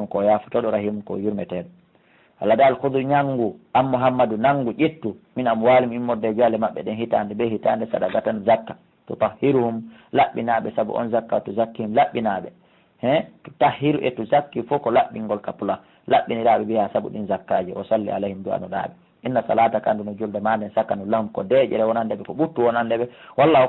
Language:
Fula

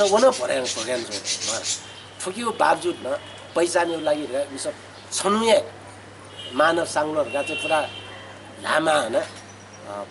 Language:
Newari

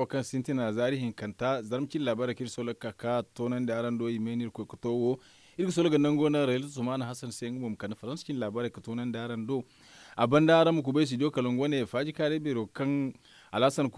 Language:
Zarma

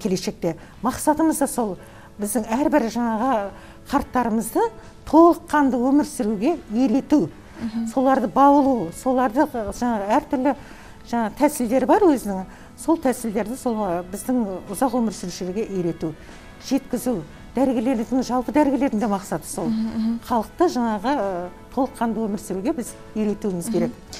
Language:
Kazakh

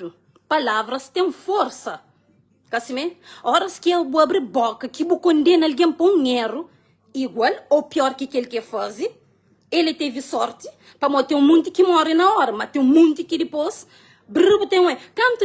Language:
Kabuverdianu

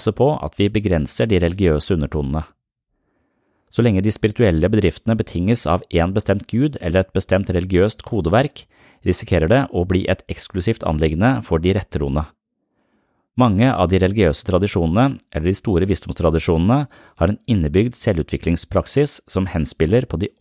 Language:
Norwegian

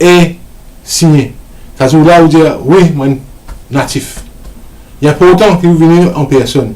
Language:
Morisyen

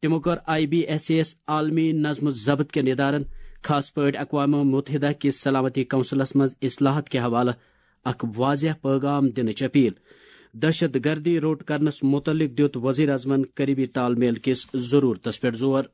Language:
Kashmiri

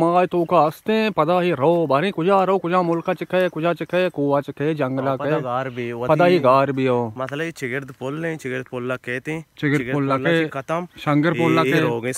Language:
Baluchi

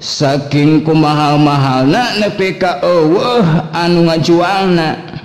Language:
Sundanese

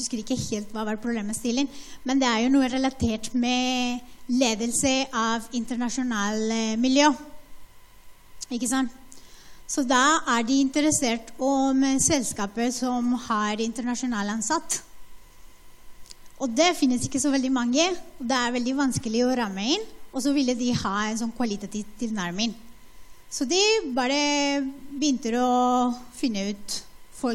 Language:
Norwegian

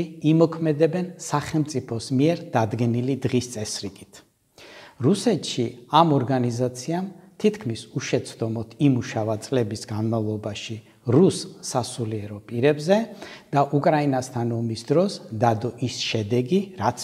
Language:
Georgian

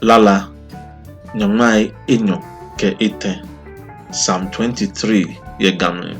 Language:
Ga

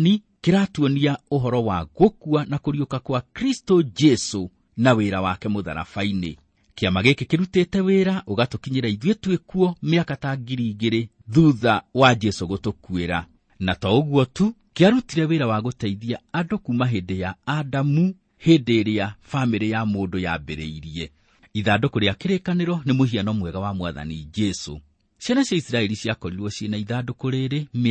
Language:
Kikuyu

